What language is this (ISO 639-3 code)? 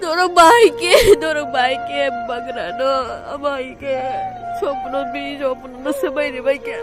trp